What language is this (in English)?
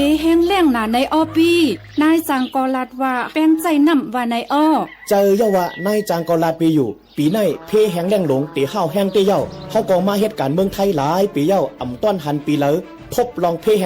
Shan